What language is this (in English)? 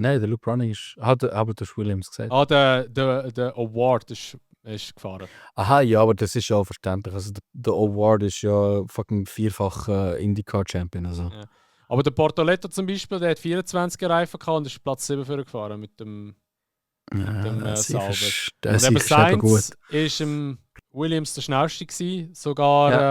Swiss German